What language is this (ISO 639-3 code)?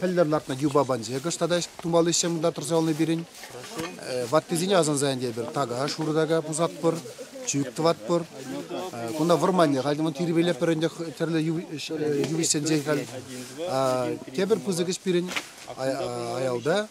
chv